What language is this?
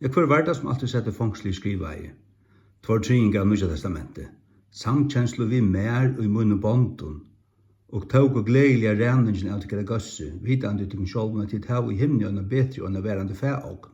Faroese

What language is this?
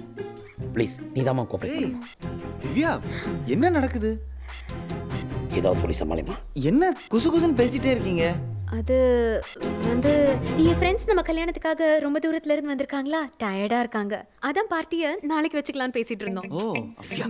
Tamil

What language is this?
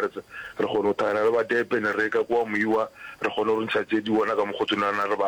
Northern Sotho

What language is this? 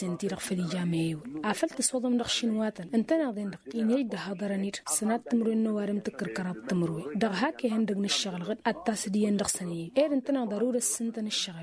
Tamasheq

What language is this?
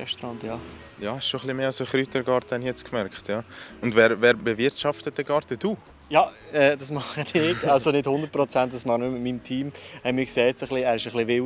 Swiss German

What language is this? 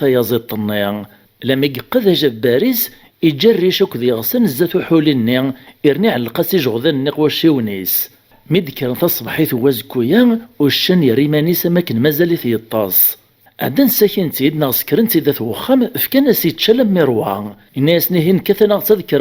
Kabyle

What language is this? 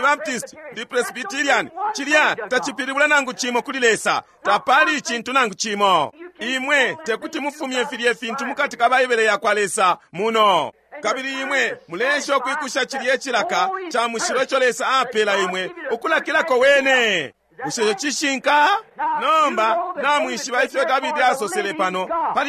Bemba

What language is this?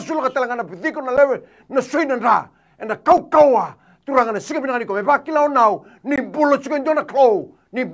Fijian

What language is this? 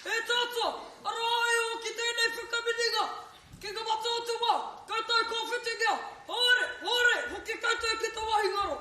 Māori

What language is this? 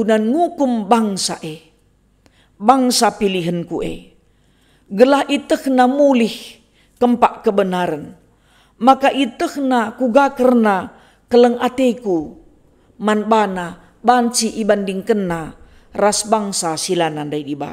Batak Karo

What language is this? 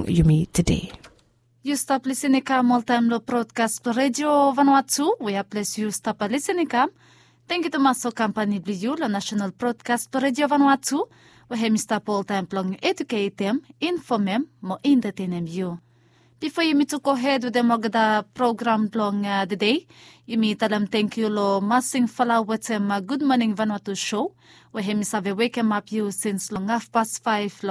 Bislama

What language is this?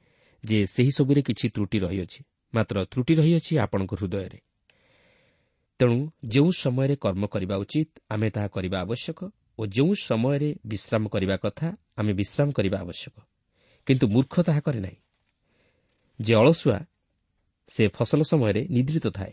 Odia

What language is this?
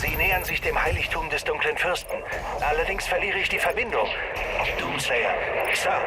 Bavarian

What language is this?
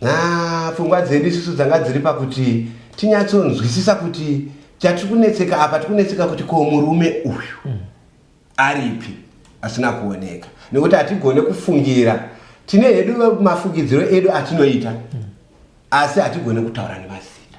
Shona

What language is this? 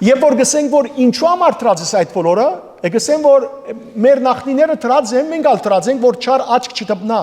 Western Armenian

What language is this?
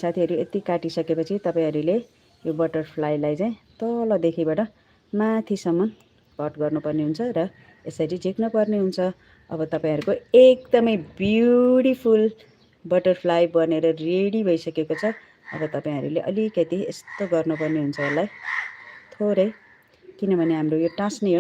Nepali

